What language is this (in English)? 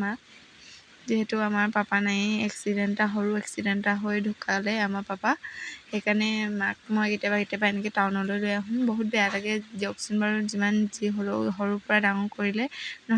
Assamese